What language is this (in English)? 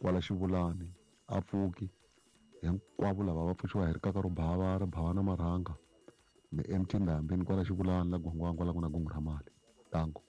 Tsonga